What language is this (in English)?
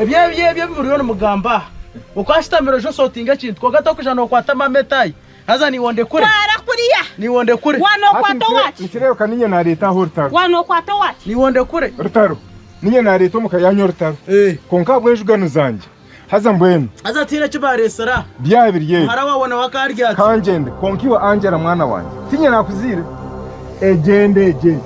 Nyankole